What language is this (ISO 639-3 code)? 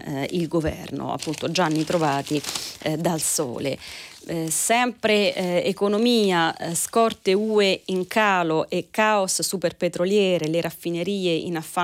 ita